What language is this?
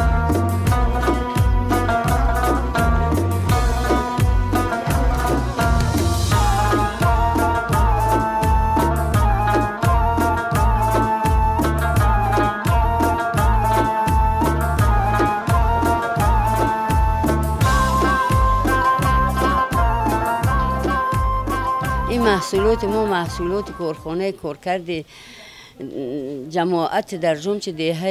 Persian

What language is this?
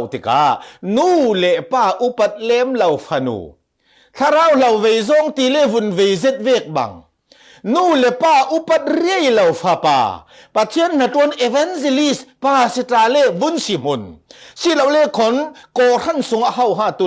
Falam Chin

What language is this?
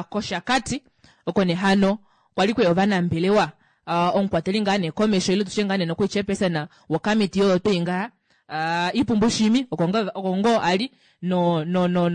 Kuanyama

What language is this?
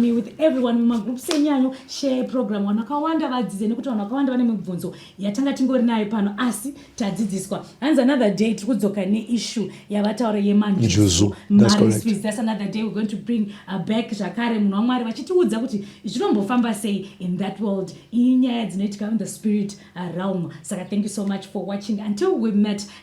Shona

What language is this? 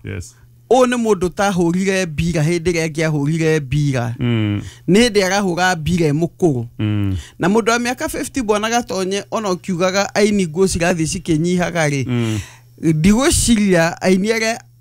Kikuyu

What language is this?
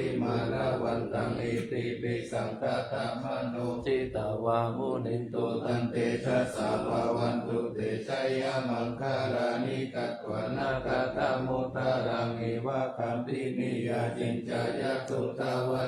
Pali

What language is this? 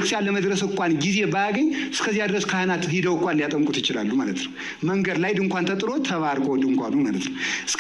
Amharic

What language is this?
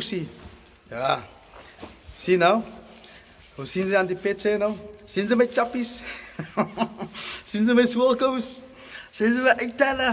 Afrikaans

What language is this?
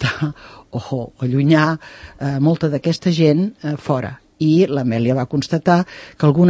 Catalan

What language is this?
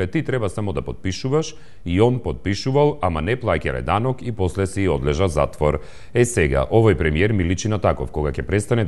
Macedonian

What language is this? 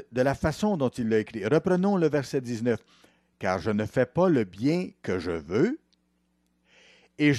French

